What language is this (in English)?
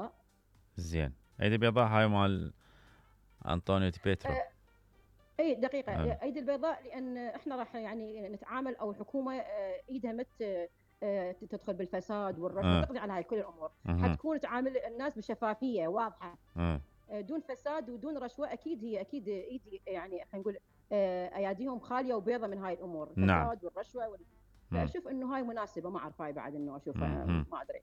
Mesopotamian Arabic